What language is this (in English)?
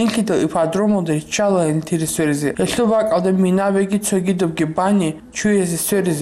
Avaric